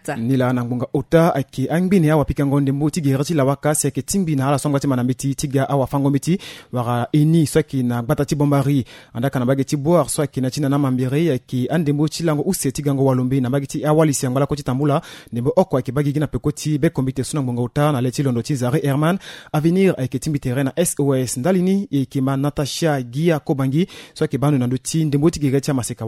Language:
Sango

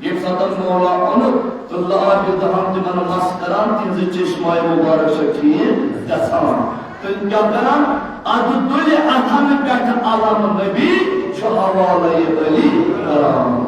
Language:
Kashmiri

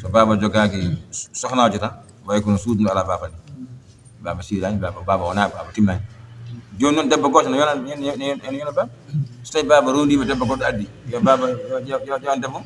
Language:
Fula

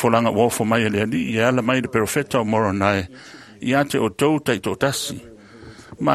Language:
Samoan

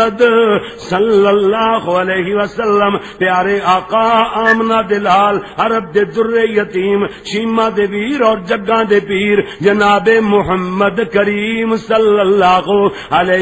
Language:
Western Panjabi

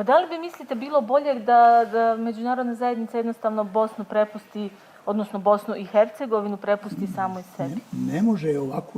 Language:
Bosnian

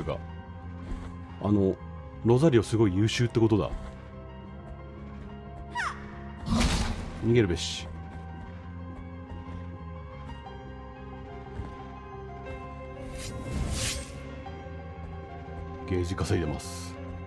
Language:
Japanese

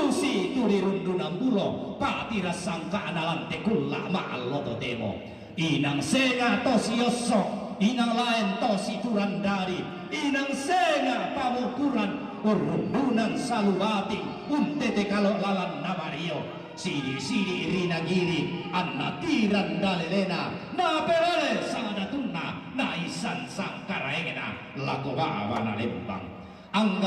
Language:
Toraja-Sa'dan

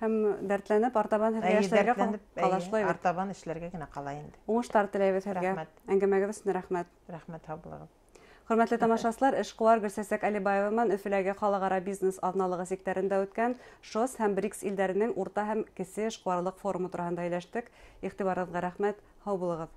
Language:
Bashkir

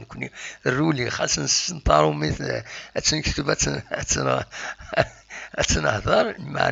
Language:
Kabyle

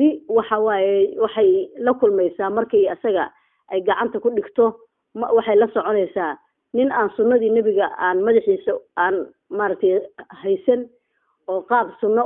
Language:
Somali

